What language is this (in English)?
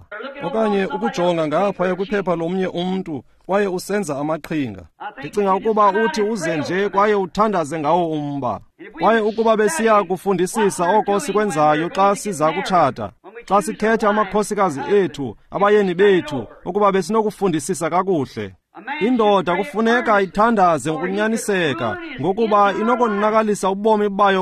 Xhosa